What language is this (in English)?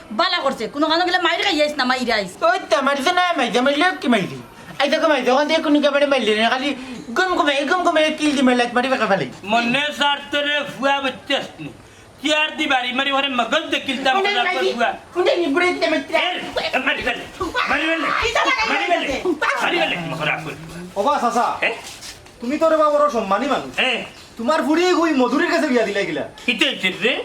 Sylheti